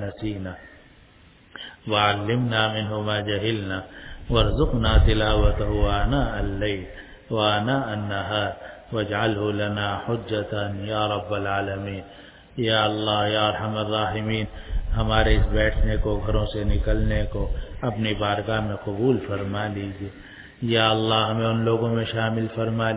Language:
Urdu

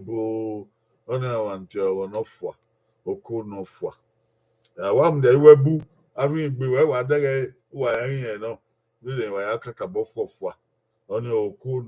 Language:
Bini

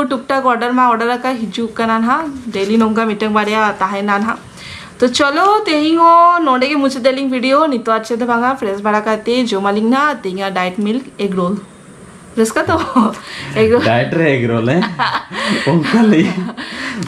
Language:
Santali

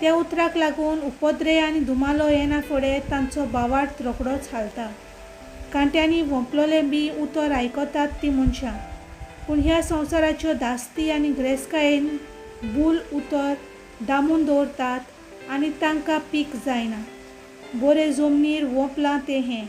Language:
Konkani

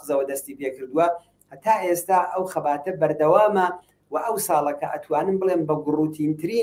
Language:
Central Kurdish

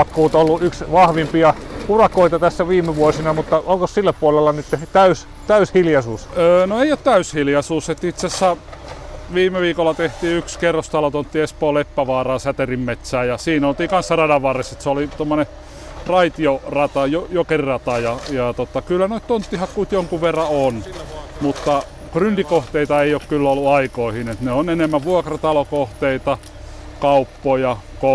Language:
Finnish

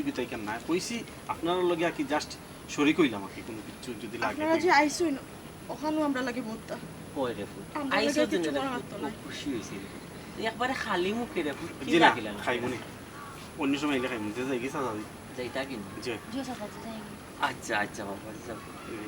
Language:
Sylheti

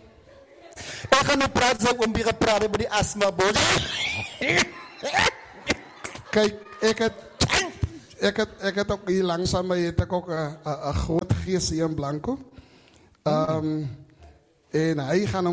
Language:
Afrikaans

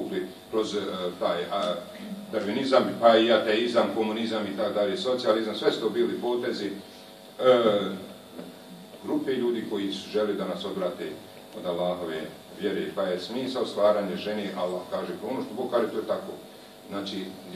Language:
Bosnian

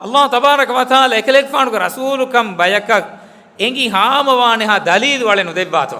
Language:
Divehi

